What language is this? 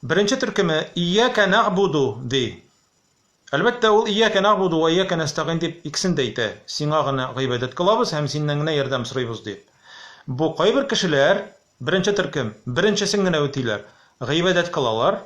Tatar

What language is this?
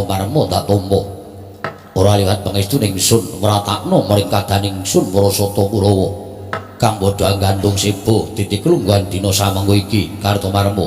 Javanese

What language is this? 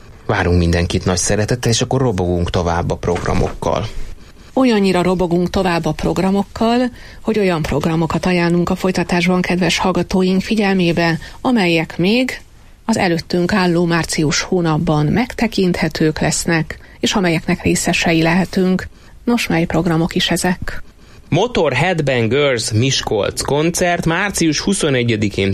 Hungarian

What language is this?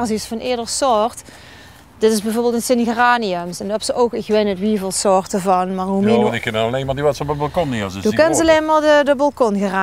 Limburgish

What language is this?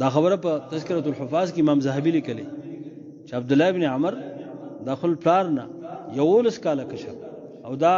Pashto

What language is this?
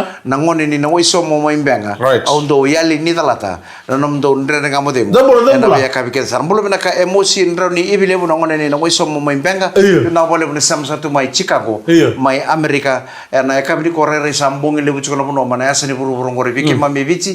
Fijian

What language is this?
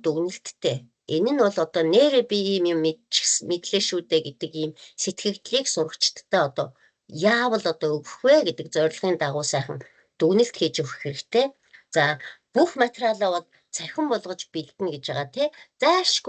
Mongolian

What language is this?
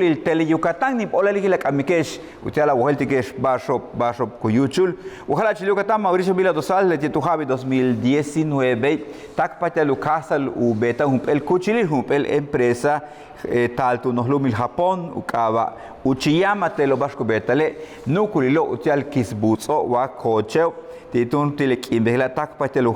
Yucateco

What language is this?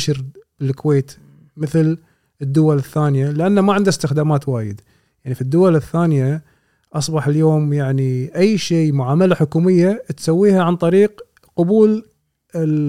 Gulf Arabic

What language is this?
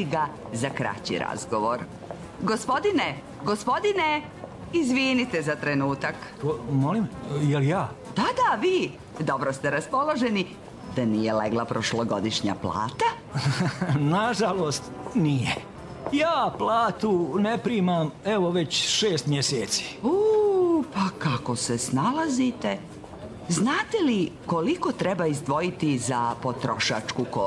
Serbian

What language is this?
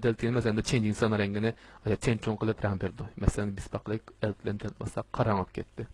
Uyghur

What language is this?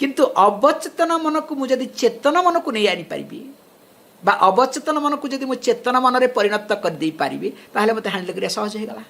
Odia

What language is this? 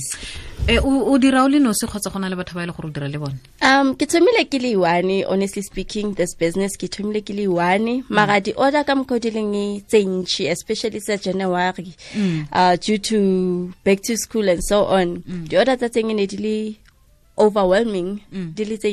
Tswana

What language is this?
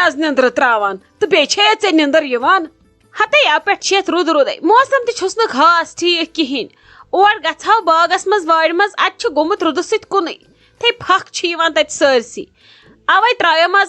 Kashmiri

